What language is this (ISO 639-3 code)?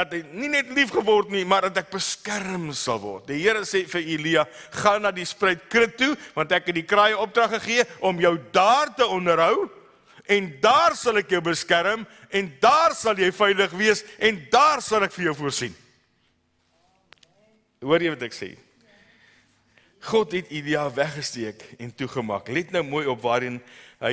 afr